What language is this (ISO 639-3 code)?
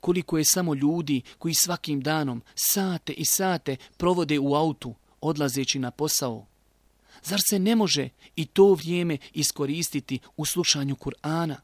bos